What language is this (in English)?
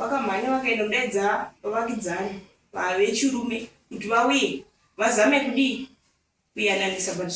Shona